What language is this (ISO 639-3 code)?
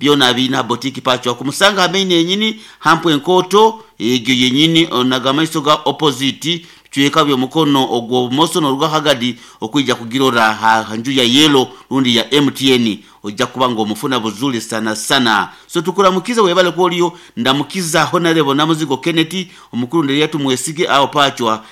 nyo